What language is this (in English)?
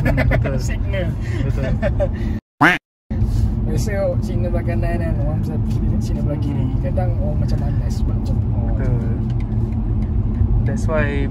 Malay